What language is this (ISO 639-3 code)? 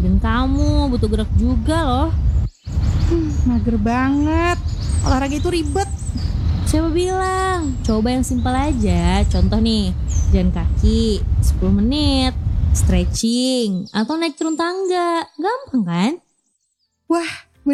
ind